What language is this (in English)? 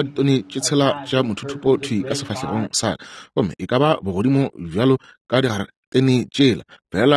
Northern Sotho